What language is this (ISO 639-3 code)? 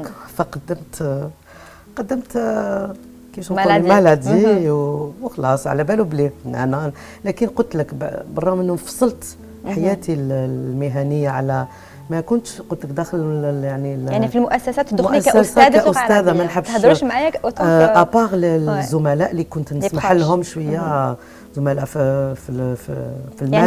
arq